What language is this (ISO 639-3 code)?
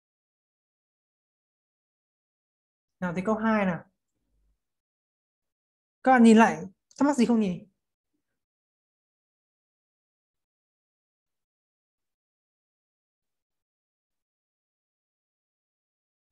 vie